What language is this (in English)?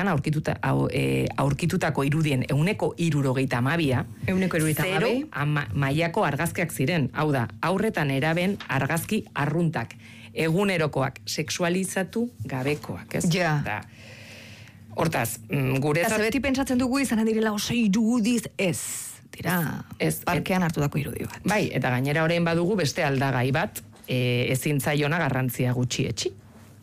Basque